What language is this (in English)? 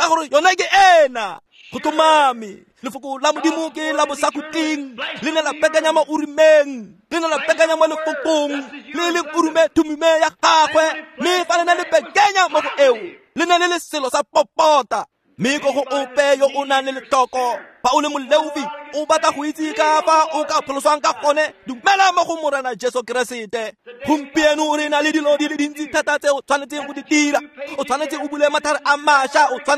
Tswana